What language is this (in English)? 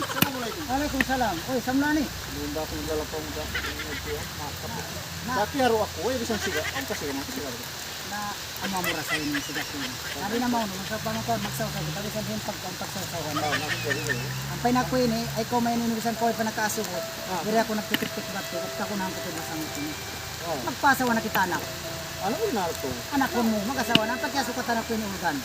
Tausug